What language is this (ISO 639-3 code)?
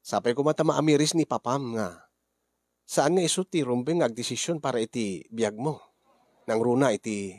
ilo